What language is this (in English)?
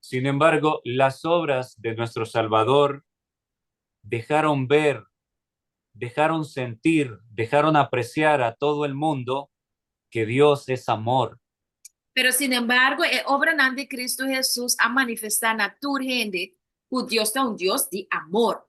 Papiamento